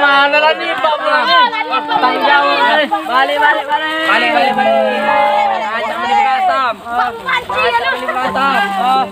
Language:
Musi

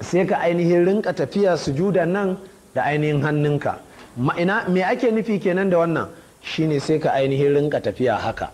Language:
Hausa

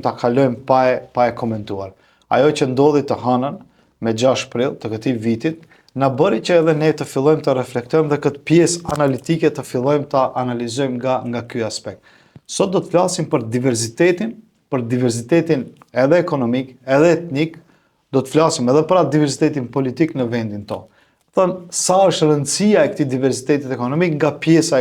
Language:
Albanian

